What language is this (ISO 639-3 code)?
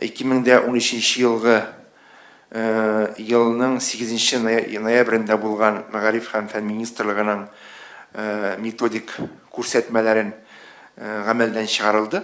tat